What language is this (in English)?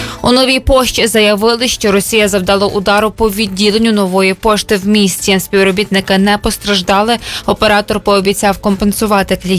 Ukrainian